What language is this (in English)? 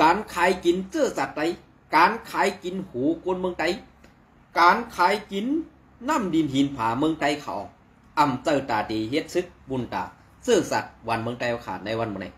Shan